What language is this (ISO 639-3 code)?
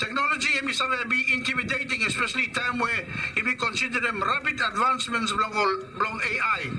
bis